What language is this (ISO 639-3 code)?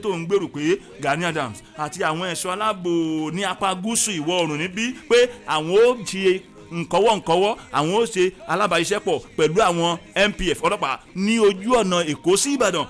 yor